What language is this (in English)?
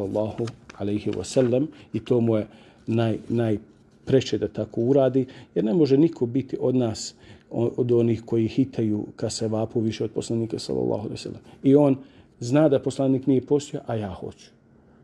Bosnian